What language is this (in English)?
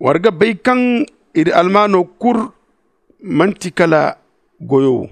Zarma